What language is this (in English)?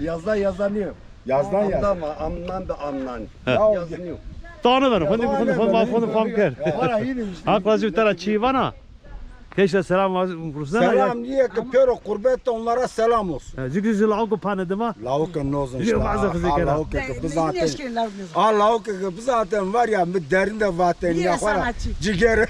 Zaza